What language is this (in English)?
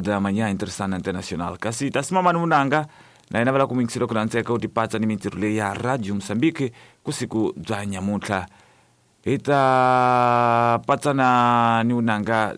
Tsonga